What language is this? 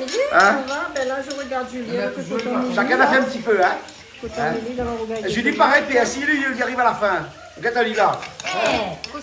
Réunion Creole French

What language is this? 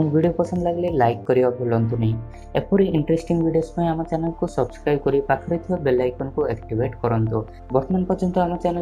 Odia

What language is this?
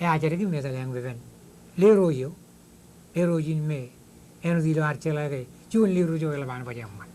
Marshallese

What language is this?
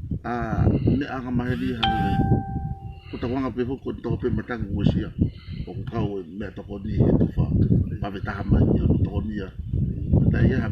Tongan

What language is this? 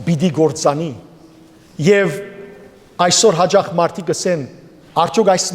Western Armenian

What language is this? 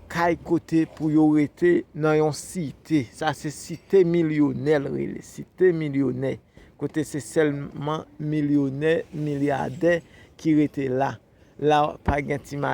Haitian Creole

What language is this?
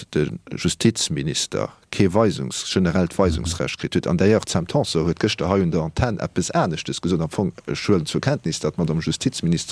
Luxembourgish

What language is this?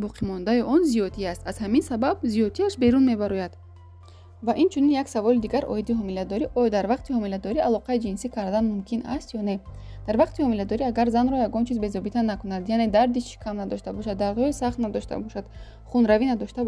Tajik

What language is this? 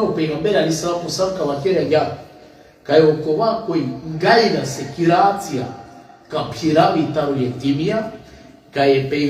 Balkan Romani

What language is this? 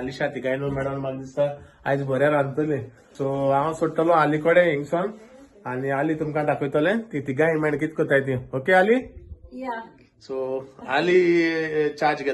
Konkani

